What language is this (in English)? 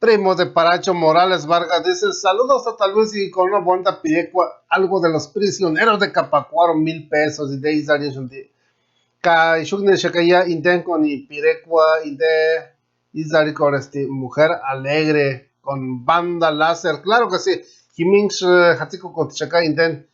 Purepecha